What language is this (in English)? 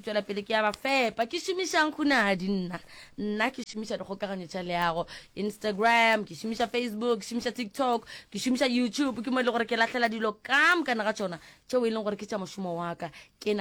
Northern Sotho